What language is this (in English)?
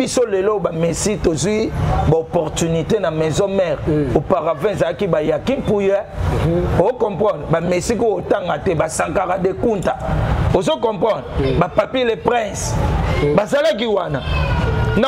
Lingala